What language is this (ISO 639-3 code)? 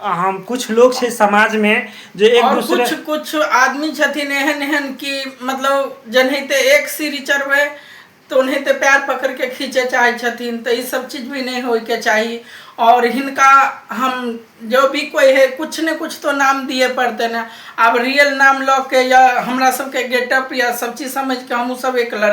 mai